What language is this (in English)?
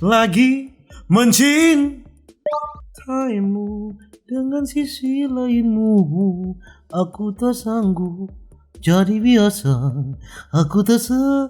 Manado Malay